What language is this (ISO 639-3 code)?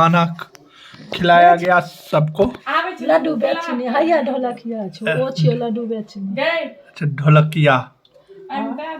mai